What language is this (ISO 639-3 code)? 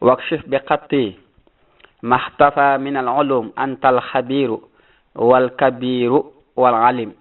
wol